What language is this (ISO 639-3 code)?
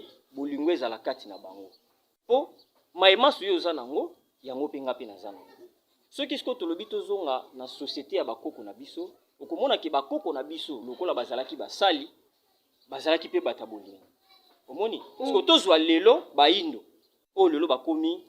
lin